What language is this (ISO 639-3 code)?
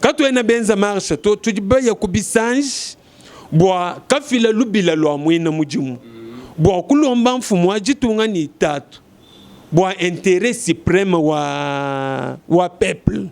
lua